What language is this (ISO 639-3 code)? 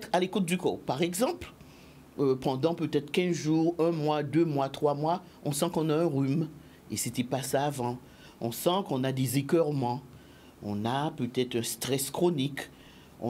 fra